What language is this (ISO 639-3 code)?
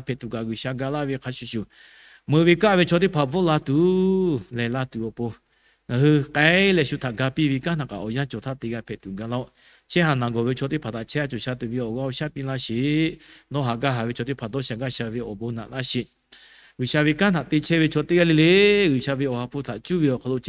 lhu